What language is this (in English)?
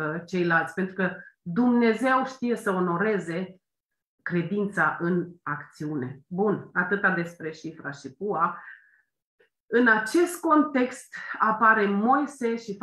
Romanian